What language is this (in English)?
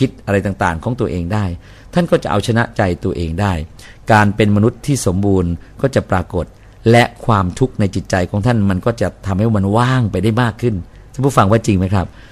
Thai